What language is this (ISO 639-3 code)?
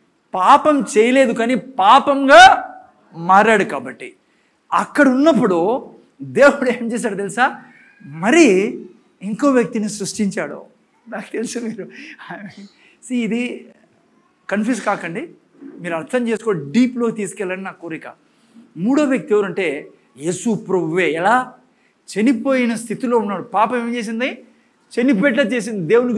tel